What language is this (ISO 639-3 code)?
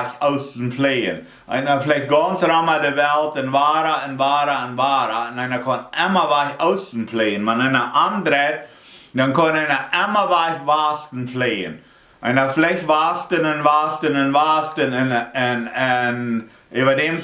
pdt